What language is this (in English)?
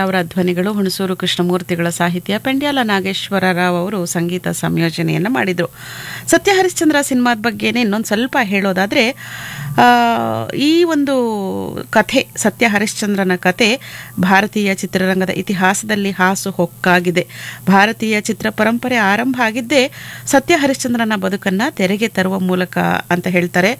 Kannada